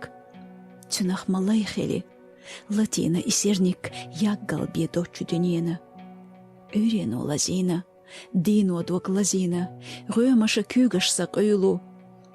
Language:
Chechen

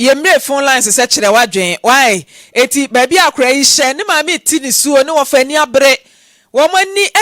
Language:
Akan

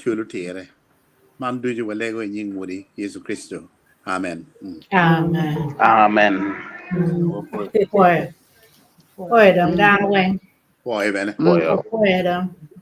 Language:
Acoli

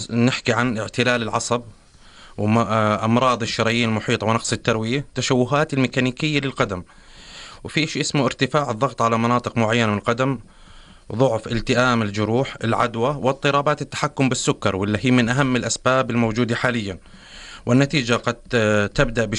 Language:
North Levantine Arabic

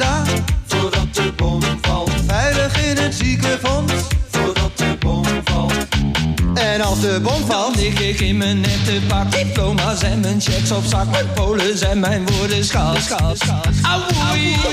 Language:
Dutch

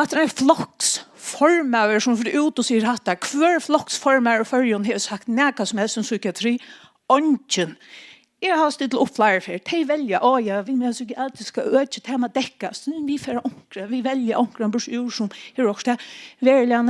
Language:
Faroese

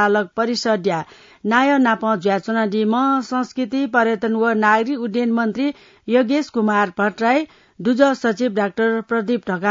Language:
Newari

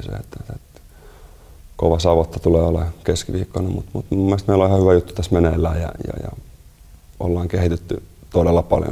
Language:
Finnish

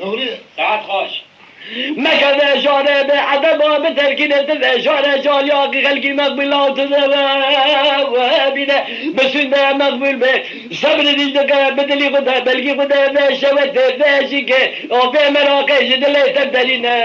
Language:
Kurdish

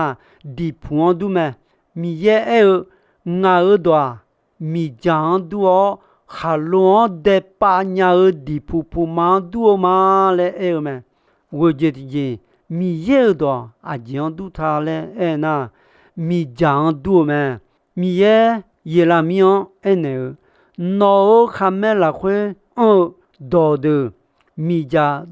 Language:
Akha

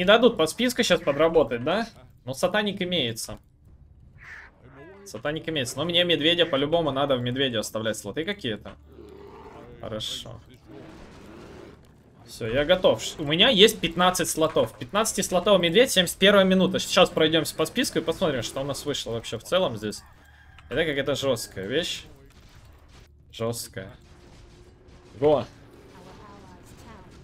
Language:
Russian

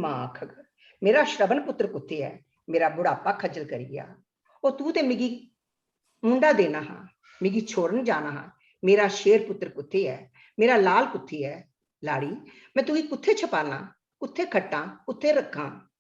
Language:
Dogri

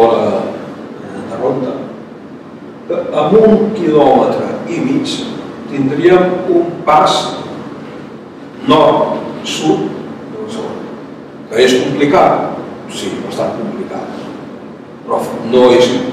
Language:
Catalan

